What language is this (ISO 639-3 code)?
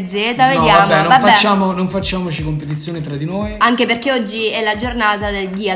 ita